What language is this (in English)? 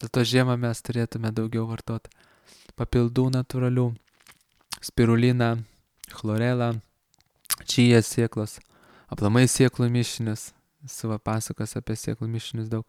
Lithuanian